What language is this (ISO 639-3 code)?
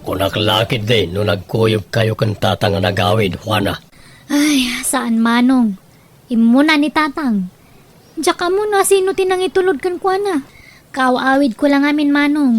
ilo